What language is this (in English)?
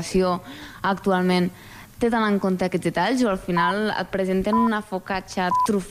Catalan